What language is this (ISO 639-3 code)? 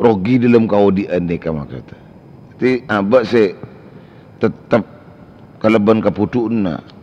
mad